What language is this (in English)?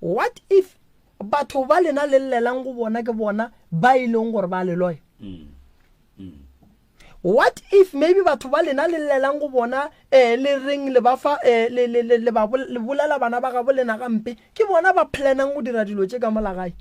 Northern Sotho